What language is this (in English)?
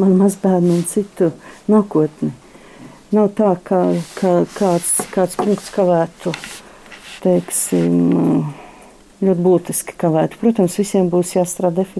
Latvian